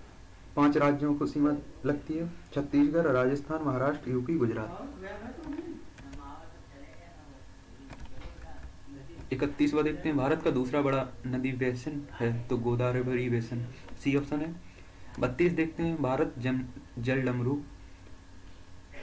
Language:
Hindi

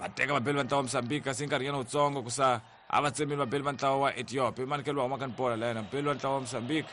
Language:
Tsonga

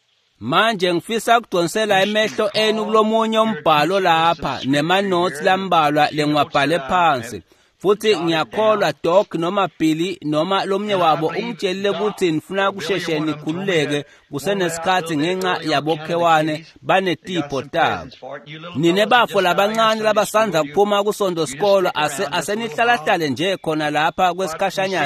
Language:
Swati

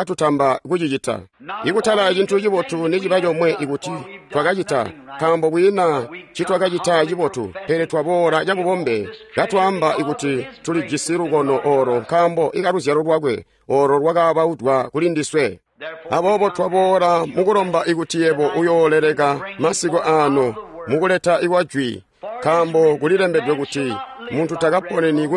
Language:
Tonga (Zambia)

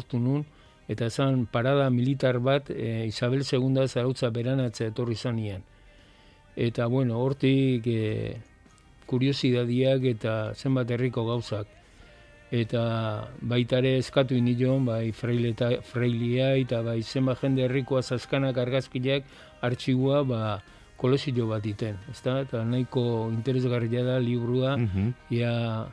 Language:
Basque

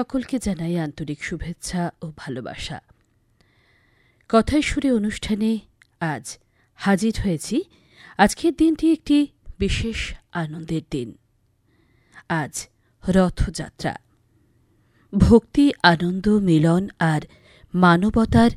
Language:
Bangla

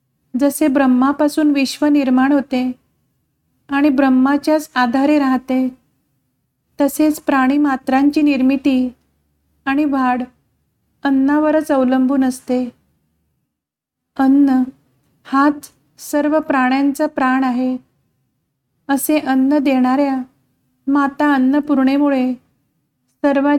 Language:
Marathi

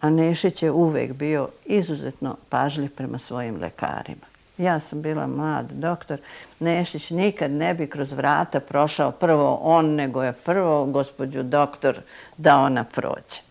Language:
Serbian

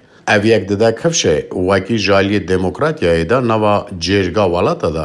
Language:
Kurdish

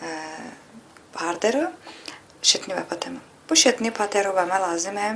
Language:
Talysh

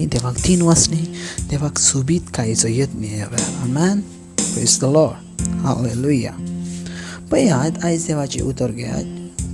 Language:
Konkani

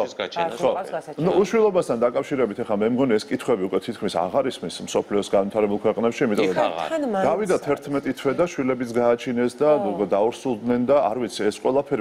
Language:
Georgian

